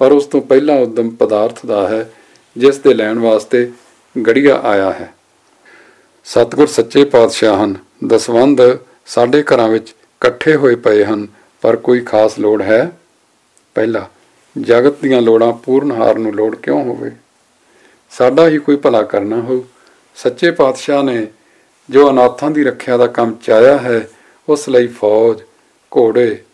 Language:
Punjabi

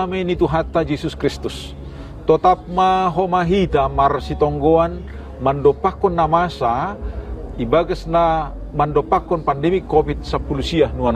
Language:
Batak Simalungun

